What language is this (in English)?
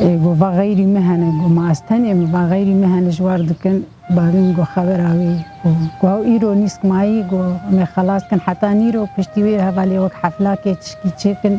Kurdish